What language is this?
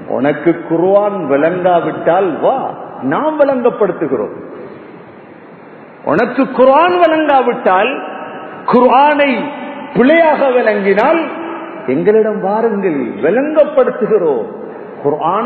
Tamil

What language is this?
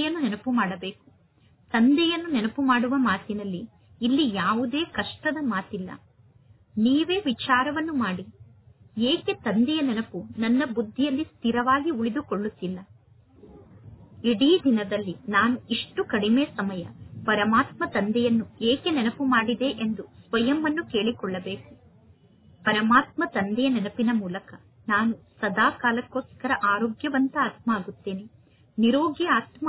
Kannada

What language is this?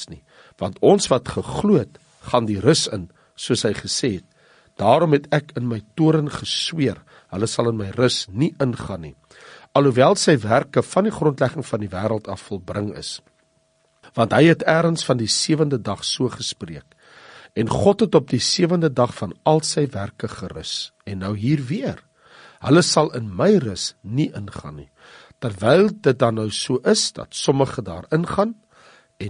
Afrikaans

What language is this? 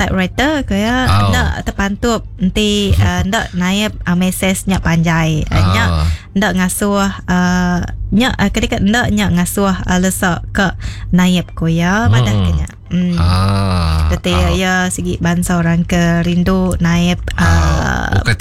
Iban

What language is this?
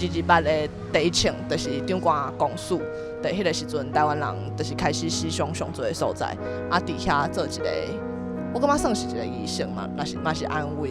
Min Nan Chinese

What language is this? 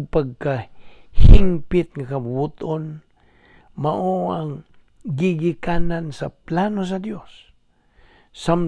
Cebuano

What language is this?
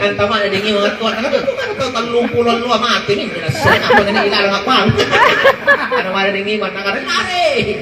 Makasar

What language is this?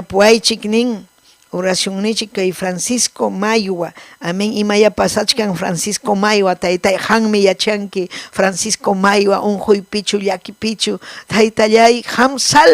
Ayacucho Quechua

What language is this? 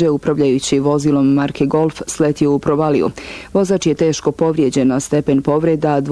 Bosnian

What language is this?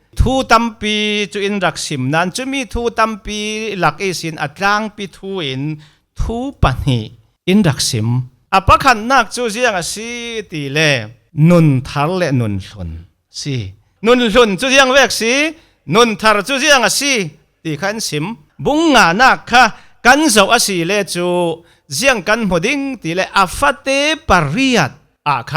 Falam Chin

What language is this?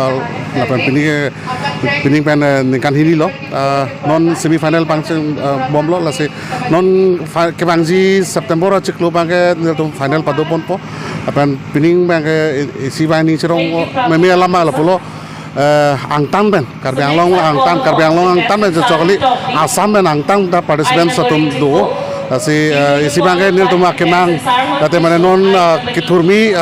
Karbi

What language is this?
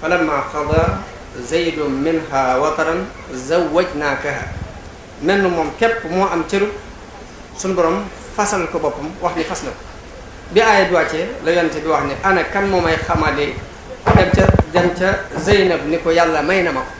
Wolof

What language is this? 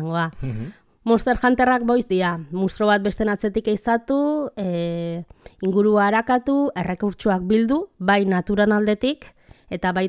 Basque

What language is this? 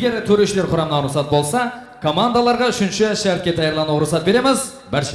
Kara-Kalpak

